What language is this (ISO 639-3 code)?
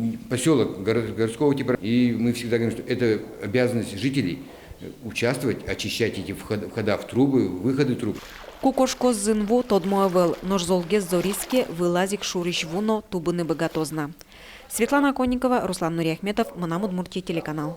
udm